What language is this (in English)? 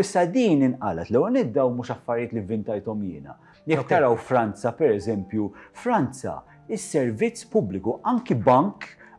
Maltese